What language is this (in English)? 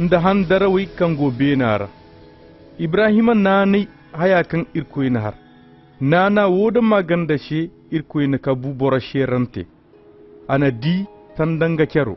Koyraboro Senni